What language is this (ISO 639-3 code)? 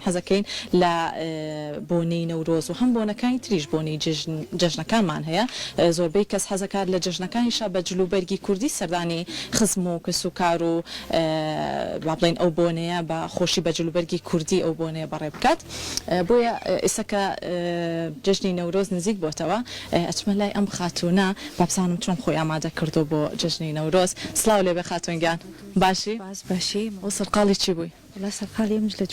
ckb